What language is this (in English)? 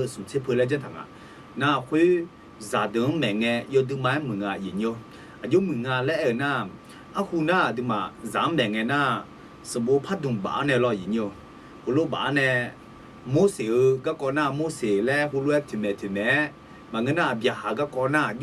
Akha